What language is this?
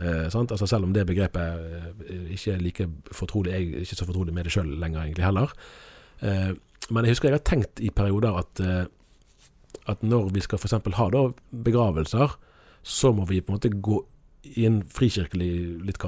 Norwegian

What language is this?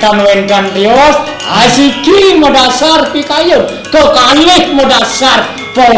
Balinese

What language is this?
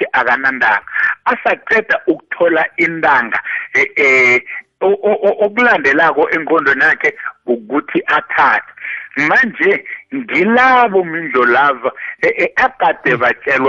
South Ndebele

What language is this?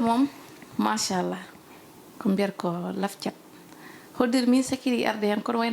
Fula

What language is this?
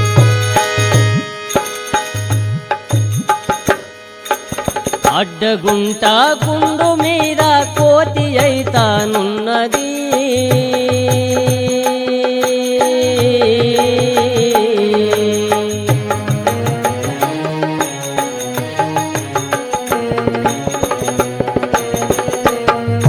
Telugu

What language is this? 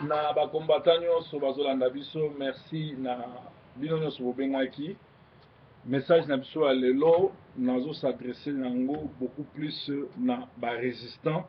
Lingala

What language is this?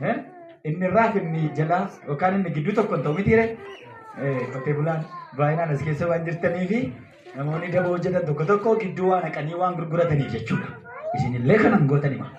Oromo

